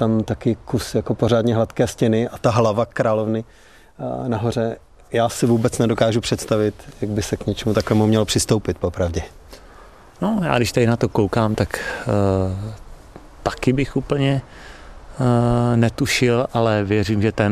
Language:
Czech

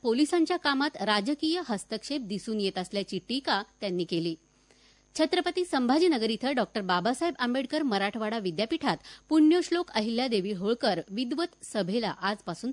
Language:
Marathi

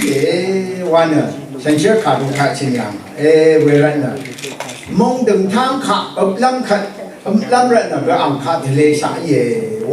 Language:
Rawang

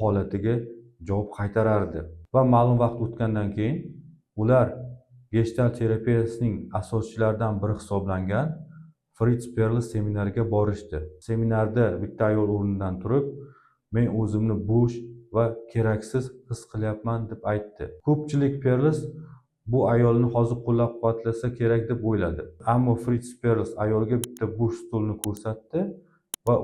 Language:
Uzbek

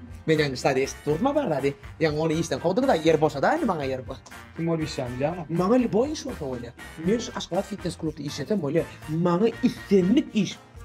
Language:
Turkmen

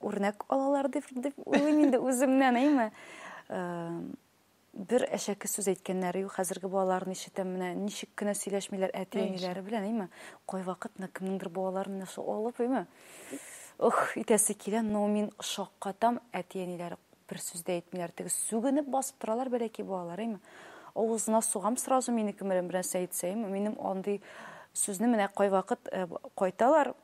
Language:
Tatar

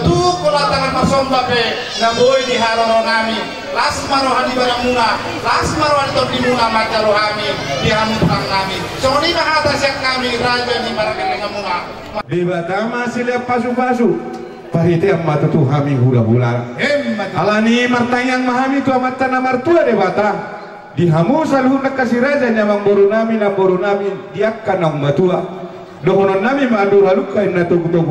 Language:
Batak Toba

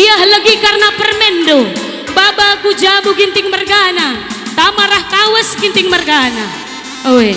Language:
Batak Karo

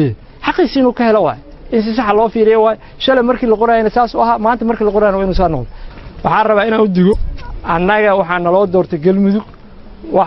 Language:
Somali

